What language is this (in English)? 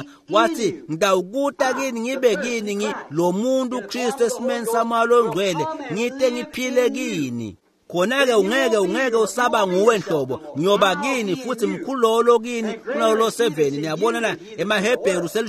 Swati